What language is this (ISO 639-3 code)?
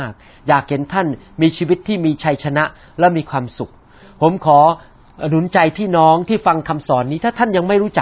tha